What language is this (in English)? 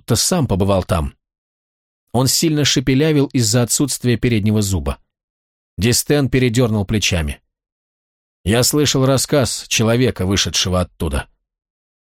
Russian